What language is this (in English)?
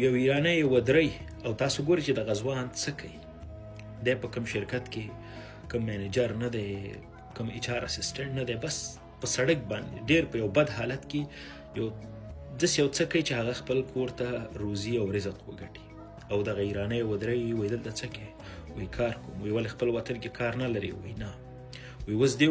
Pashto